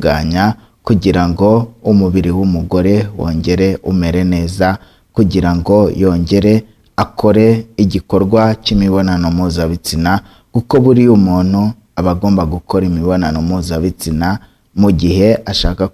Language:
Kinyarwanda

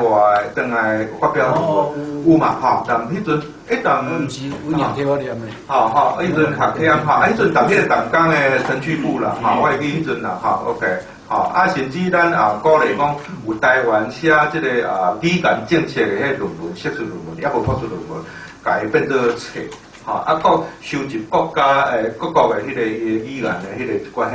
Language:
Min Nan Chinese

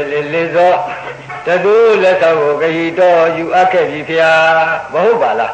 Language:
Burmese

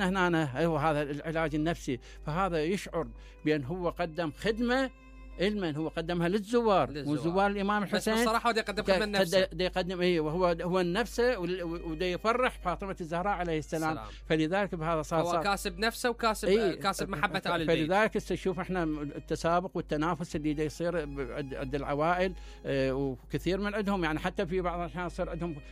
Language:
Mesopotamian Arabic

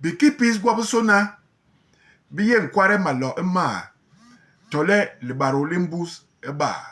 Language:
Basaa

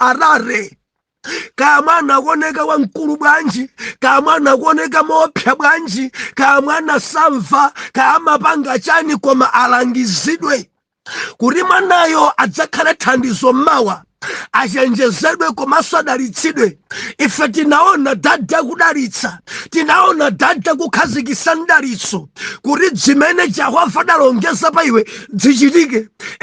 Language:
Nyanja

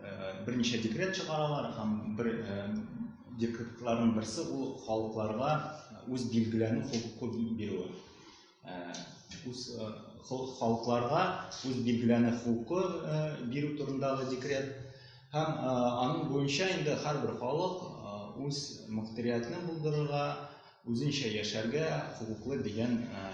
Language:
Tatar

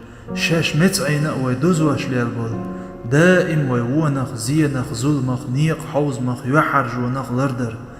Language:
Chechen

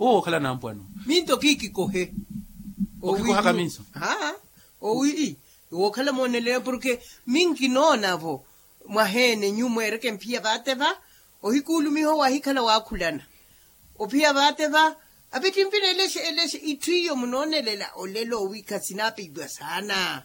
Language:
Makhuwa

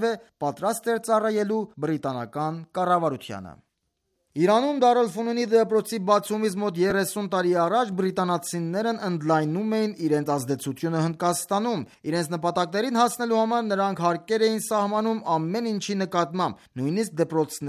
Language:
Armenian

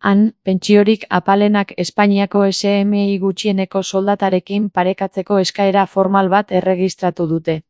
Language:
Basque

